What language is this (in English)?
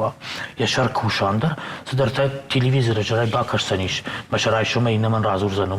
Ossetic